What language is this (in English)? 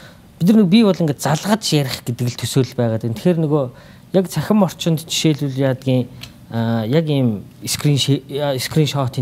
Mongolian